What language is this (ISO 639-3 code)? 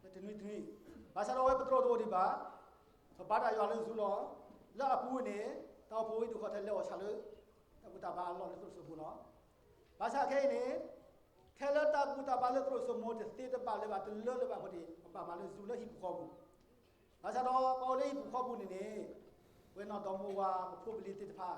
ksw